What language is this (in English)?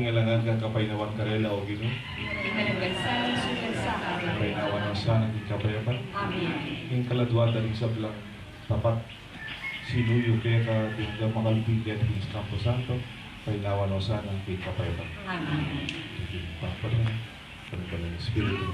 Pampanga